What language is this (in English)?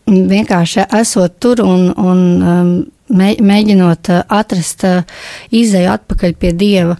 Latvian